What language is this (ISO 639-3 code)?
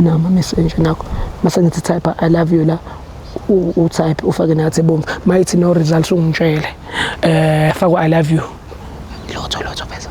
zul